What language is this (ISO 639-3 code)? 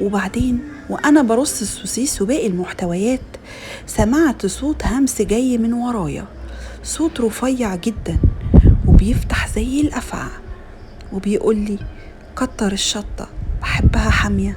arz